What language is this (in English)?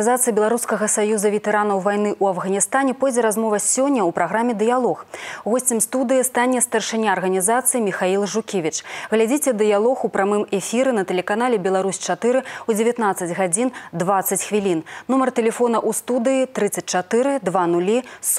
Belarusian